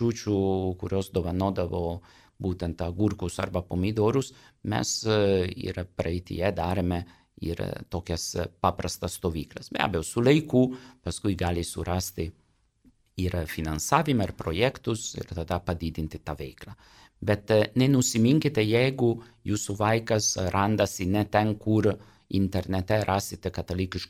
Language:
Lithuanian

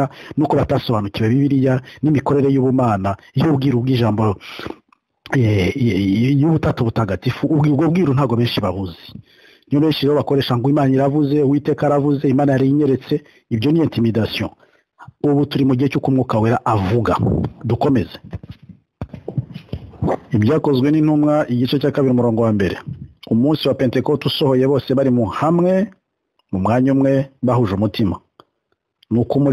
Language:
Kinyarwanda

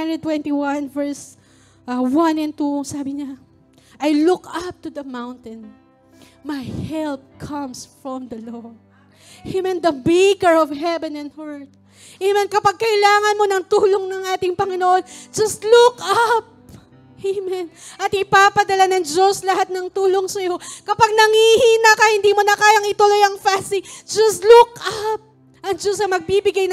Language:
Filipino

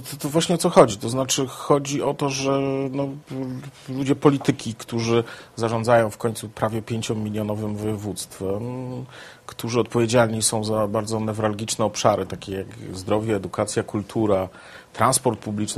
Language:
Polish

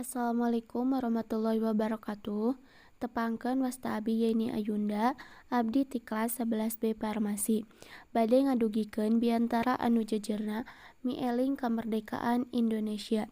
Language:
Sundanese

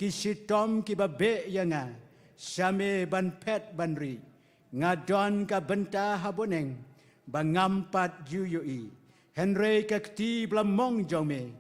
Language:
Khasi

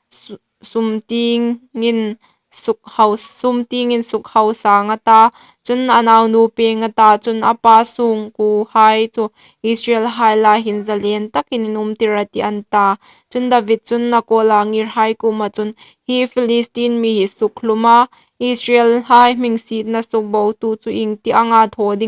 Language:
Hmar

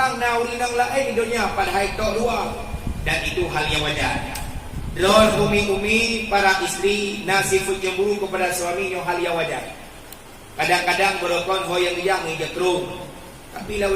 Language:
Achinese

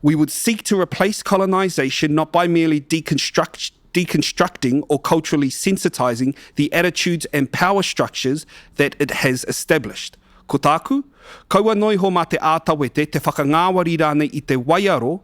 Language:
Māori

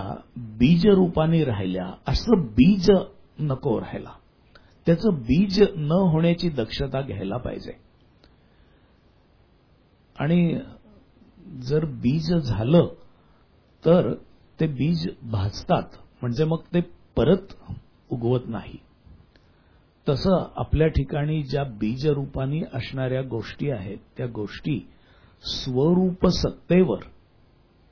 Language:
Marathi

